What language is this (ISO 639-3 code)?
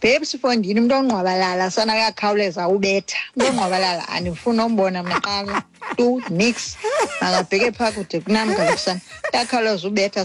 xho